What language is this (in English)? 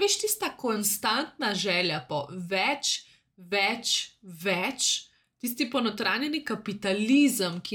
Slovenian